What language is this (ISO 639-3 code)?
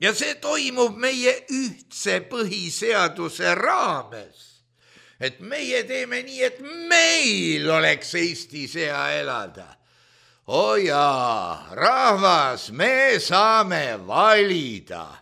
est